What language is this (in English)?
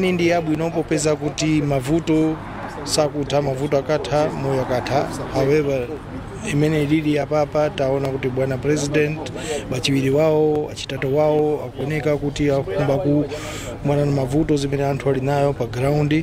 Nyanja